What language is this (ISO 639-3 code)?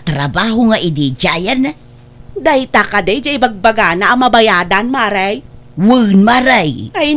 ilo